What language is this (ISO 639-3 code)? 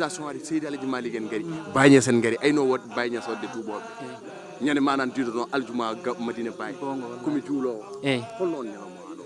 ful